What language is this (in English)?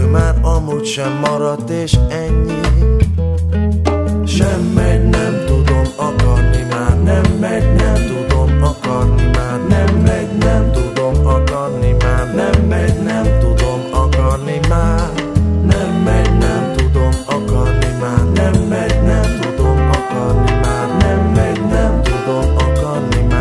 Hungarian